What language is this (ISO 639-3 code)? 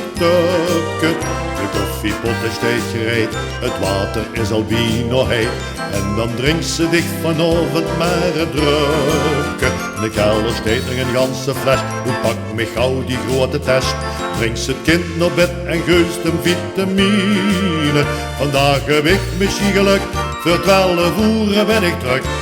lim